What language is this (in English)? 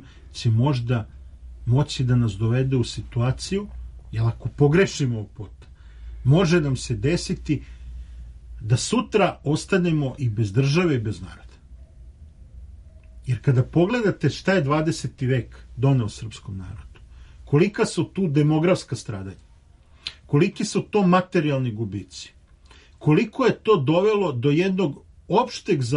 Serbian